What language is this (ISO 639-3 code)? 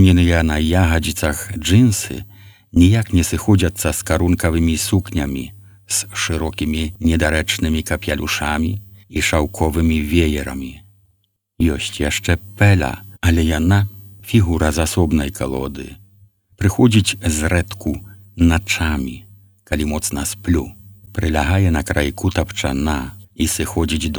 bel